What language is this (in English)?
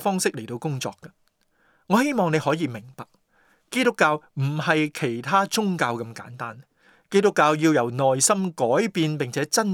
Cantonese